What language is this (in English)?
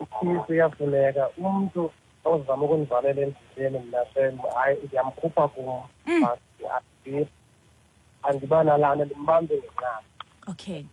Xhosa